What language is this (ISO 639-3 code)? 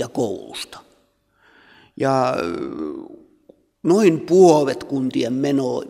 fin